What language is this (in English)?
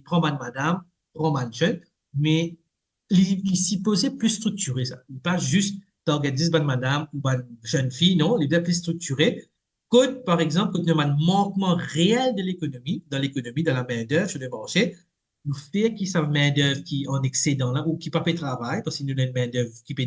Morisyen